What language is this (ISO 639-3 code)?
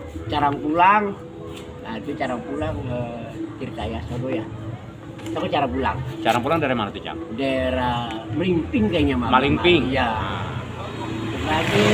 bew